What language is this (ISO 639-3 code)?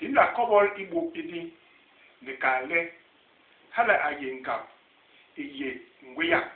bas